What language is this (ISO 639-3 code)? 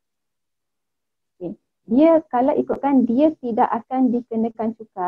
msa